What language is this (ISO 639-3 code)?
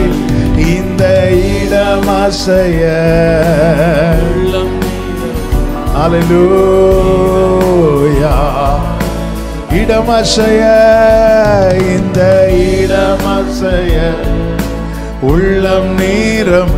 tam